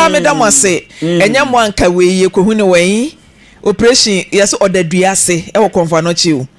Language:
Akan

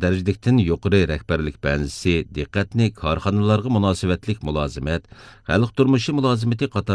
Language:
Uyghur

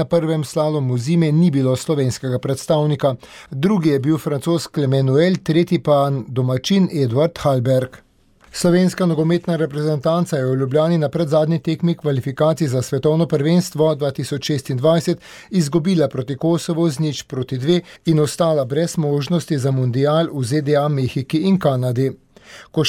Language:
Slovenian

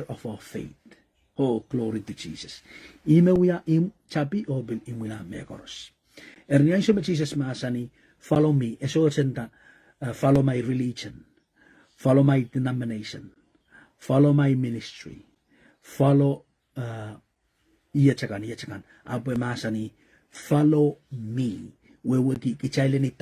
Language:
Pohnpeian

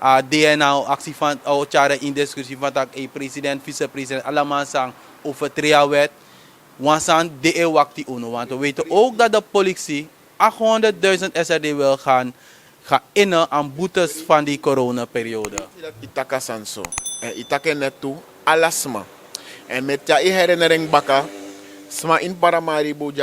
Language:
Sranan Tongo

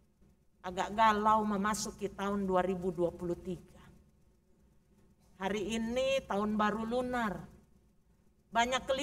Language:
Indonesian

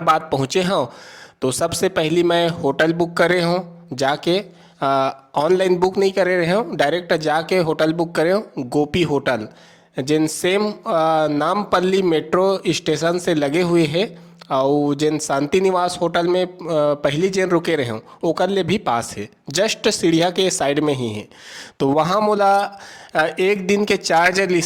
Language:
Chhattisgarhi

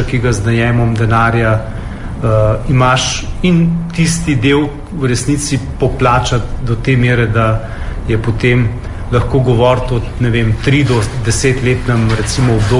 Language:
Slovenian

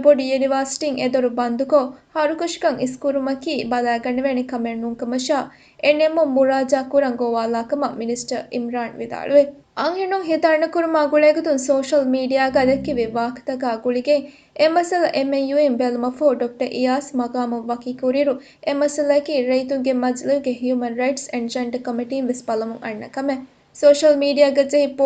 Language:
Divehi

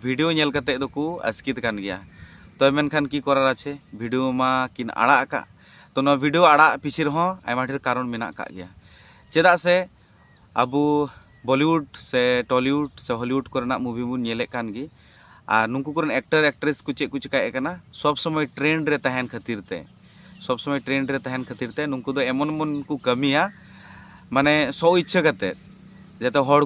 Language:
Santali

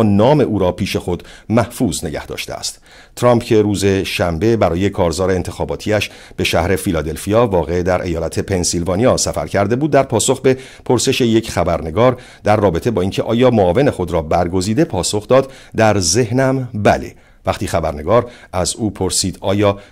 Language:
Persian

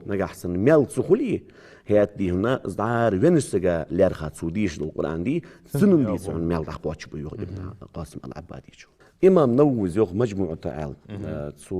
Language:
Ingush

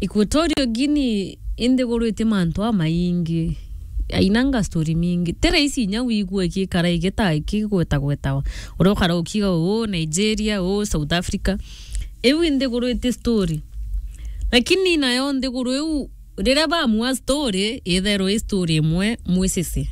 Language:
Meru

